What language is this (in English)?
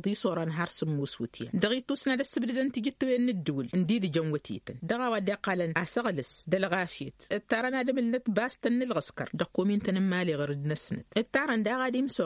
Tamasheq